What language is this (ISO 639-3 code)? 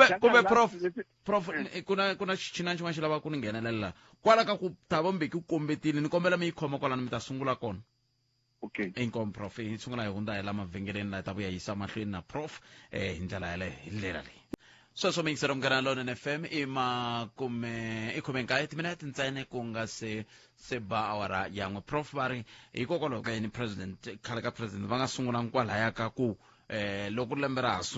tso